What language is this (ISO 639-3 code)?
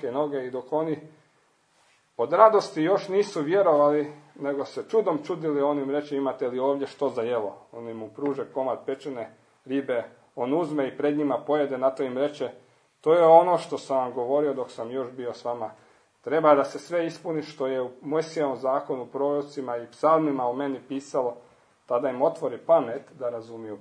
hrv